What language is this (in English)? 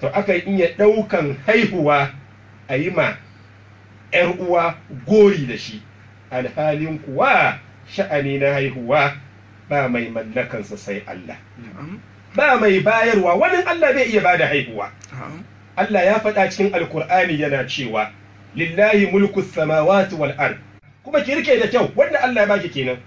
Hausa